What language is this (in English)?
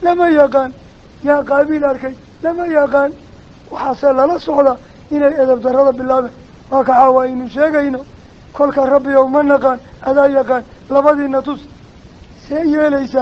Somali